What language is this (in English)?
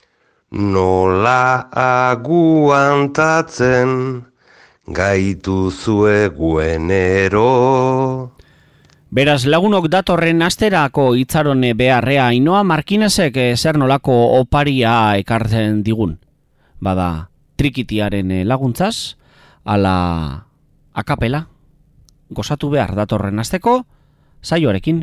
Basque